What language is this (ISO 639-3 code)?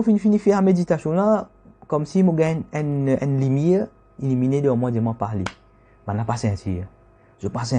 mfe